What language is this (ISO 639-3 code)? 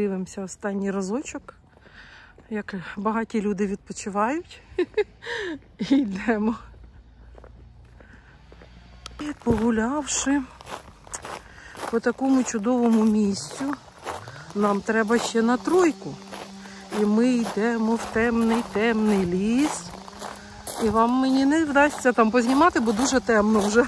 ukr